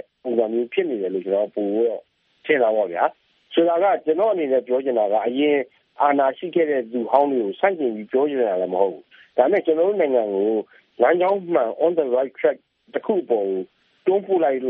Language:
Burmese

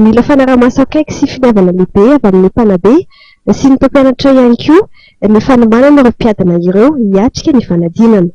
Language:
Malagasy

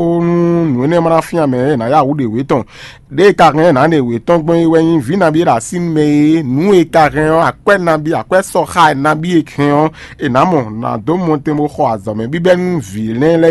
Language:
Fon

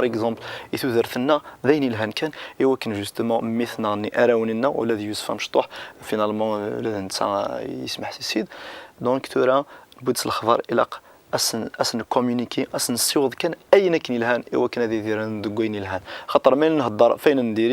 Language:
Kabyle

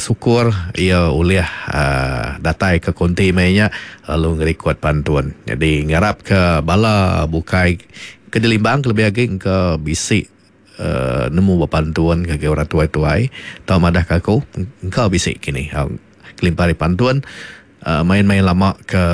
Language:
Iban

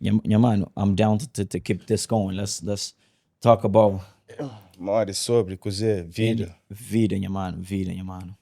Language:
Kabuverdianu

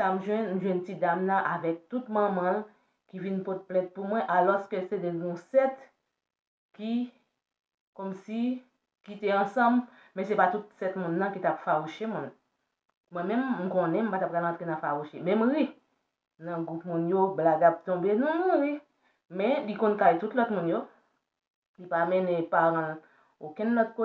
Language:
Haitian Creole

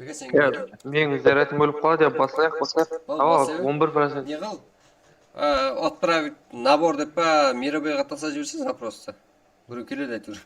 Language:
Kara-Kalpak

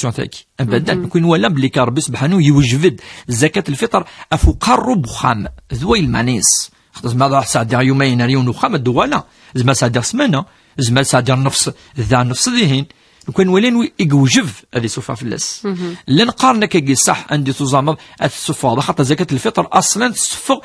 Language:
Kabyle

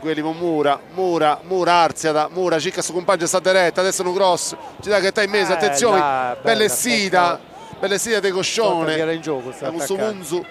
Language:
Sardinian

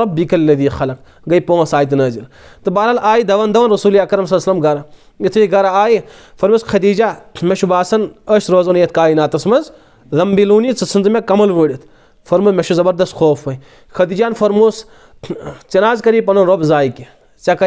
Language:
Kashmiri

